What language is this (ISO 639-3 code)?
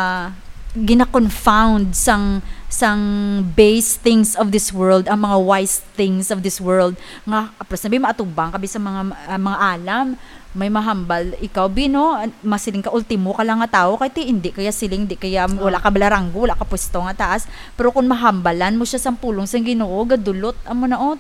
hil